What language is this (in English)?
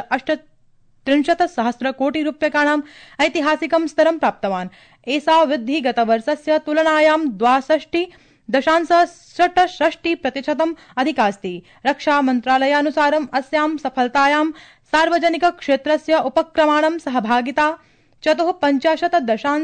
Sanskrit